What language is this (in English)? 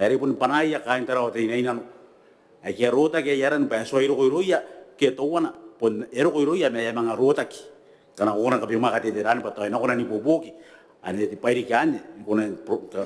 Gilbertese